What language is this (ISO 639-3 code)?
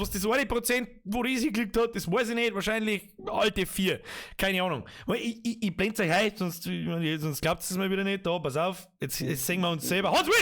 bar